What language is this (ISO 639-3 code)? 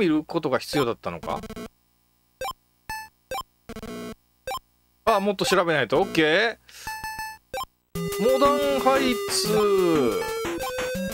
jpn